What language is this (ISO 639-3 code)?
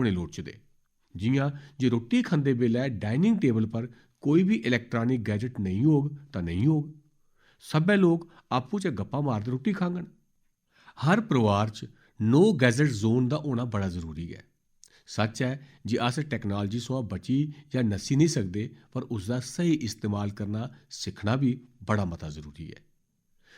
doi